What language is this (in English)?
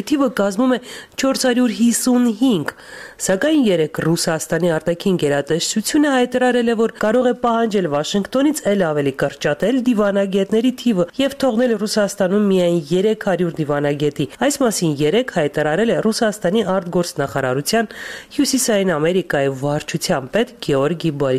Armenian